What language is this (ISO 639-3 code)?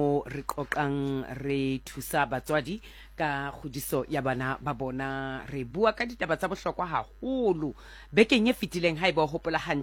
sot